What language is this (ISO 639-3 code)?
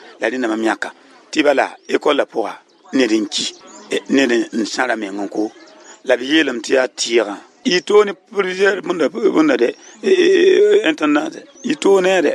mos